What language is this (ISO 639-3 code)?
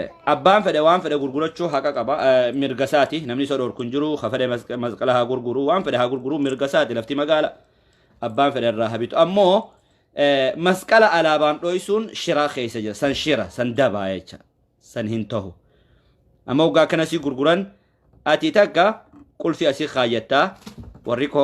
orm